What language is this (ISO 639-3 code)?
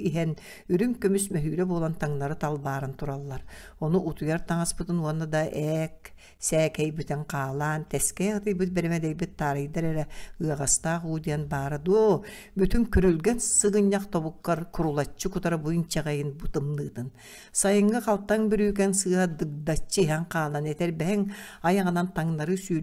sah